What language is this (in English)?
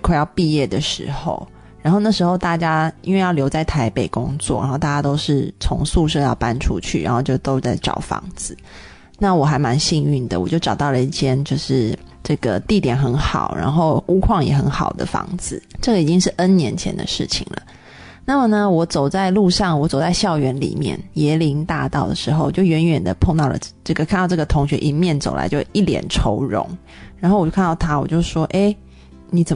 Chinese